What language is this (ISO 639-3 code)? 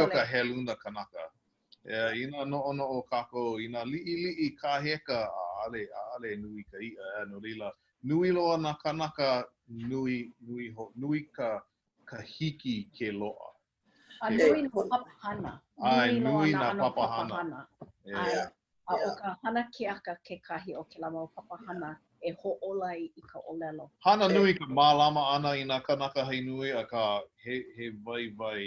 haw